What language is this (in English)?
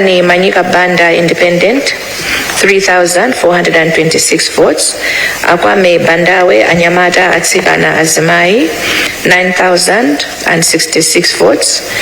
Nyanja